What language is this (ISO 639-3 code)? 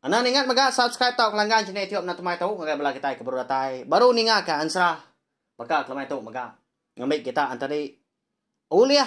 iba